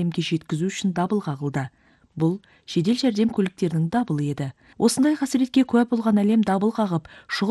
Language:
Kyrgyz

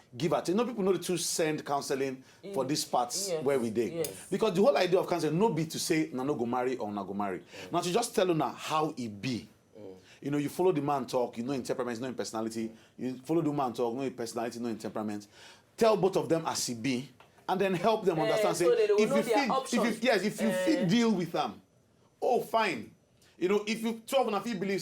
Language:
Nigerian Pidgin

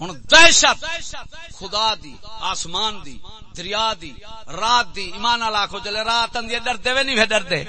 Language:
Saraiki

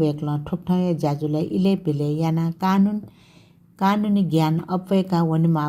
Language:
Newari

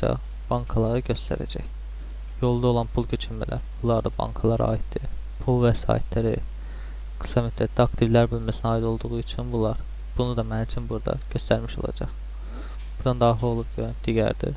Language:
Azerbaijani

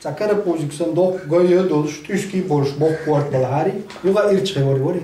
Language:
Chechen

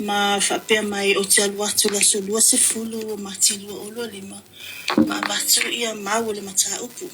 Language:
Samoan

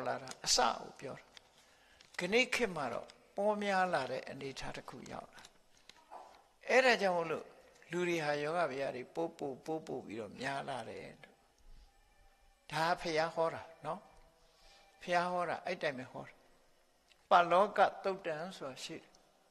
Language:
Burmese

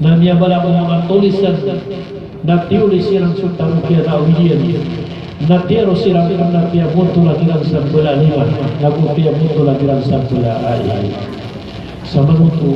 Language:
Maranao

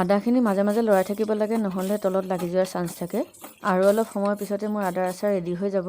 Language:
Assamese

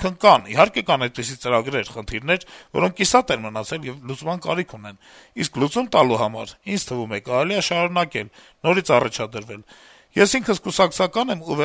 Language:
Armenian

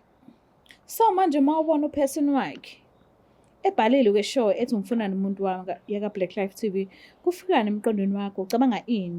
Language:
Zulu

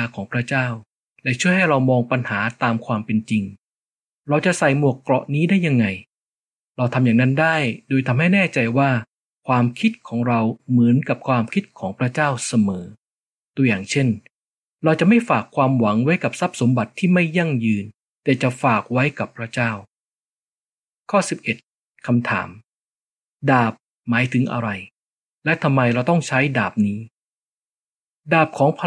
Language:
Thai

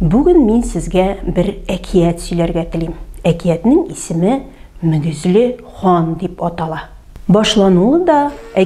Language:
Tatar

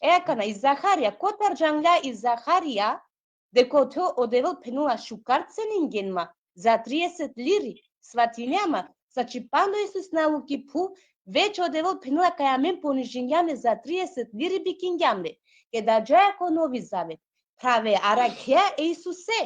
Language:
Balkan Romani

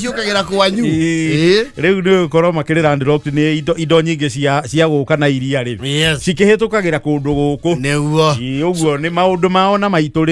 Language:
Kikuyu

